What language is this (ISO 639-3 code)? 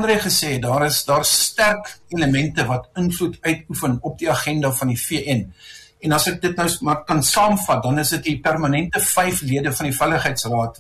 afr